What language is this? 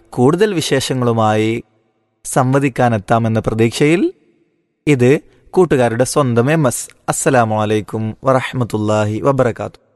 Malayalam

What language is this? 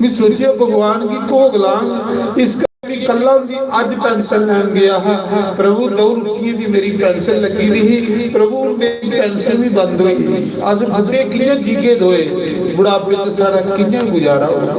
Dogri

